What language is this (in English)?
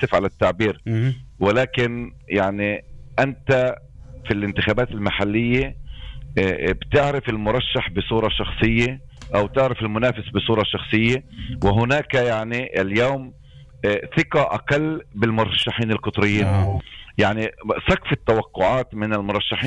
North Levantine Arabic